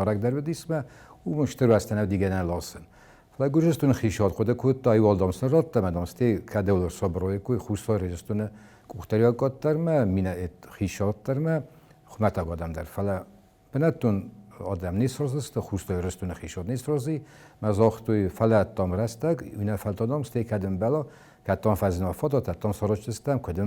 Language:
Ossetic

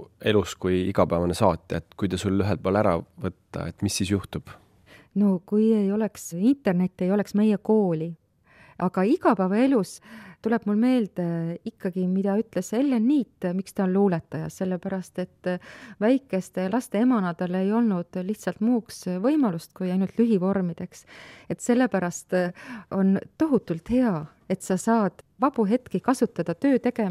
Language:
Estonian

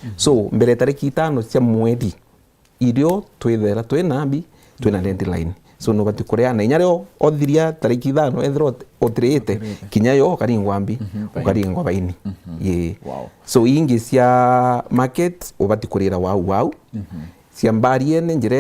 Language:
Meru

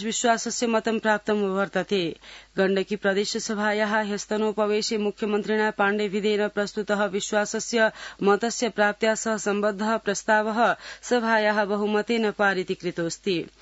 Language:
Sanskrit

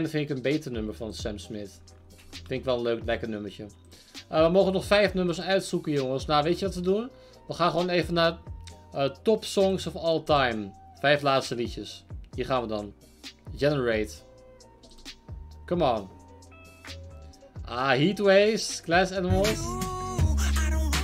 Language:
Dutch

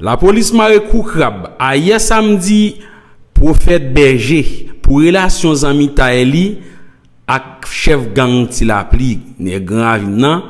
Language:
Haitian Creole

